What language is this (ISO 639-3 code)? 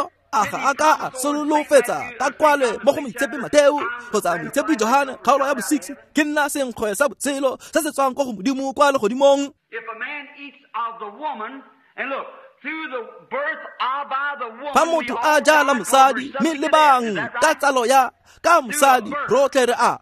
tsn